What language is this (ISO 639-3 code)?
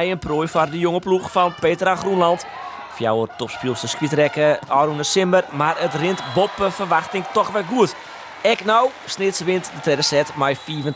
fry